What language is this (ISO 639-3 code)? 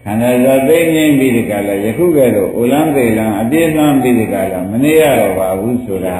mya